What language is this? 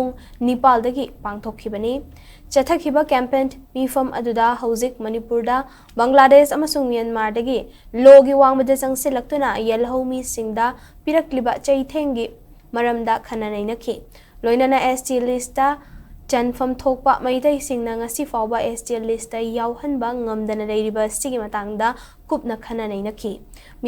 Manipuri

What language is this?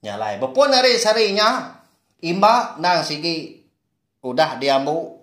Iban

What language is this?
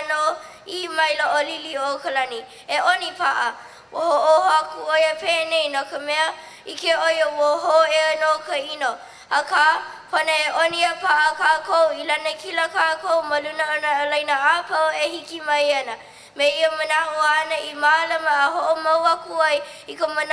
Hawaiian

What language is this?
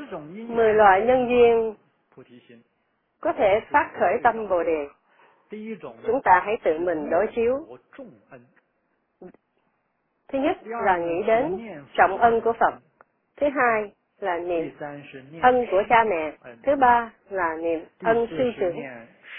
Vietnamese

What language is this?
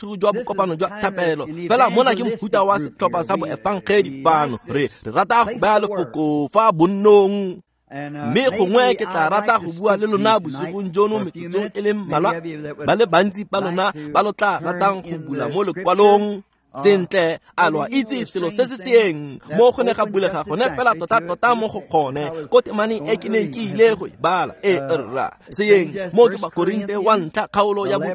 Tswana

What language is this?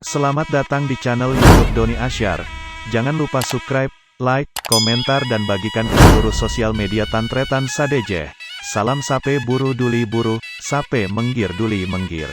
Madurese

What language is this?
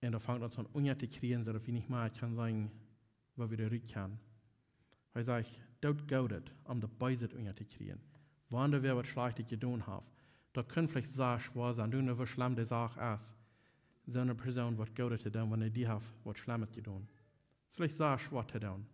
Plautdietsch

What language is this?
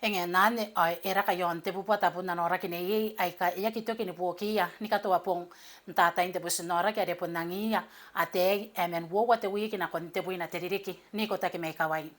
Gilbertese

